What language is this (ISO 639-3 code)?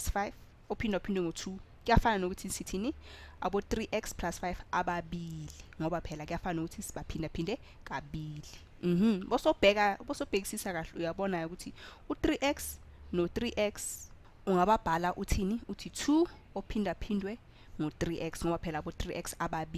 zul